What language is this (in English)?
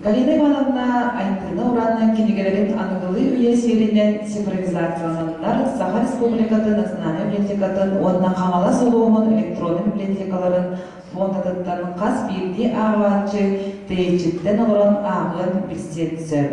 Yakut